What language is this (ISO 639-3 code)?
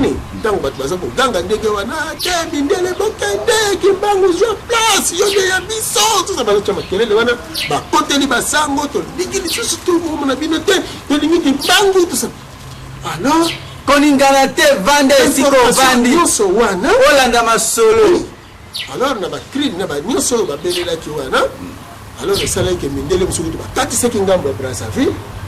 lin